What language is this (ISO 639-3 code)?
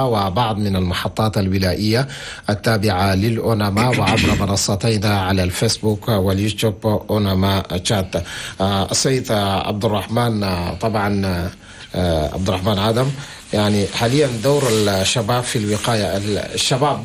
shu